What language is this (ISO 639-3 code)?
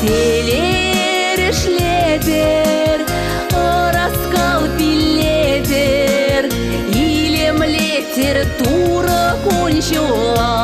chv